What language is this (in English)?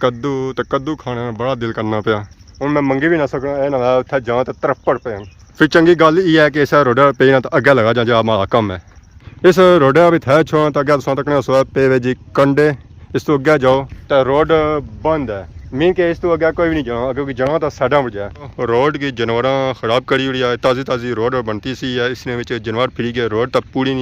Pahari-Potwari